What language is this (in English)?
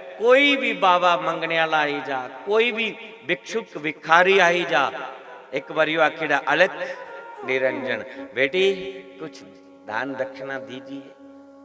Dogri